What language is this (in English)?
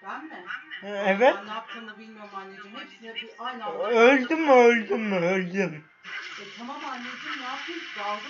Turkish